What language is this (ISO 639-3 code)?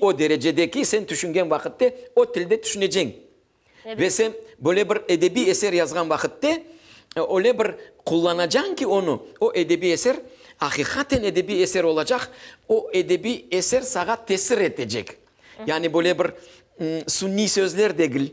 crh